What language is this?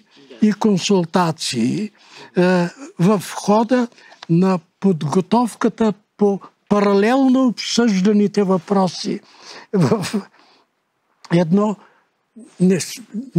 Bulgarian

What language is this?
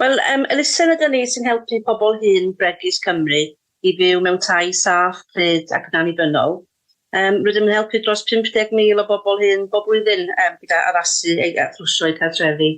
Welsh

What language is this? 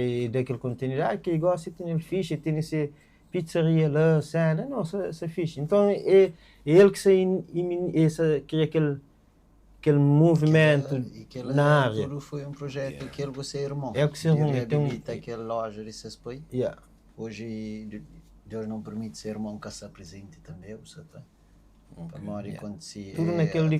Kabuverdianu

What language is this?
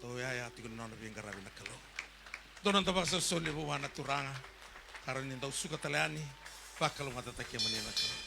Fijian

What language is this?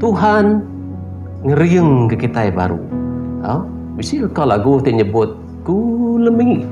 Iban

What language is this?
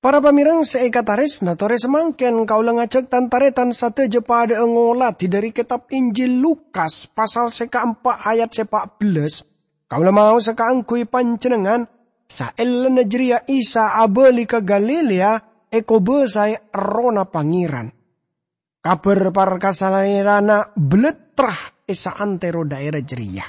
Madurese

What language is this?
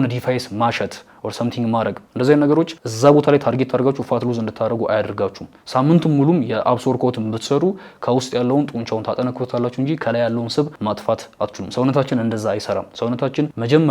Amharic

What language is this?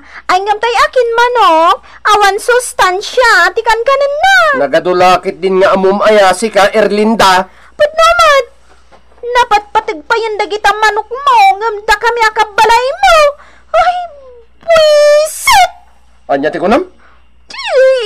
Iloko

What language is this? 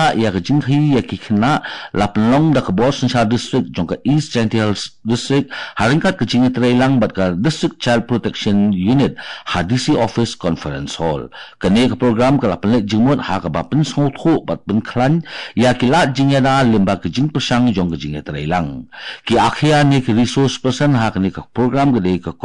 Khasi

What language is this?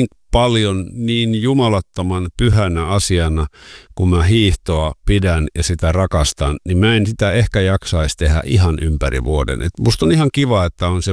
Finnish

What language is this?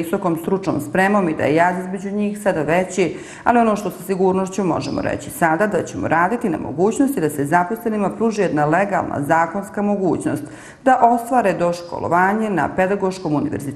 Bosnian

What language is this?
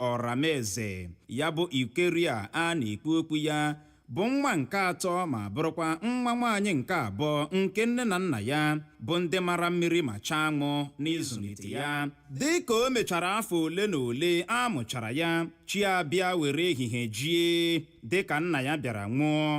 Igbo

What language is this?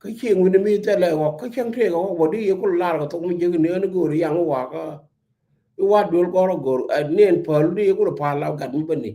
Nuer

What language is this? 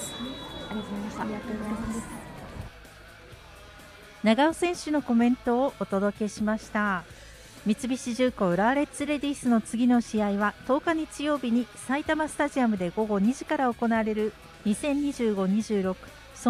Japanese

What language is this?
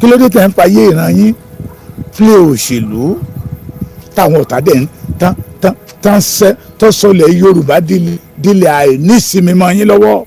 Yoruba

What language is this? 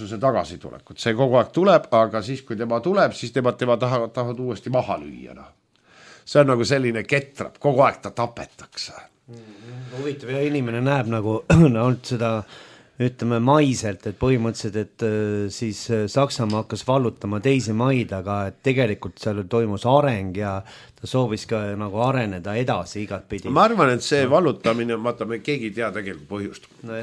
Estonian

